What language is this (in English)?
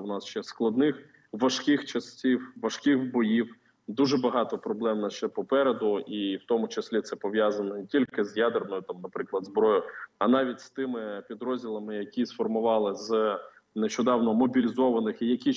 Ukrainian